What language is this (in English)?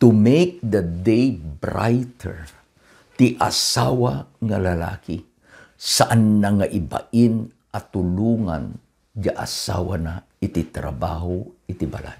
Iloko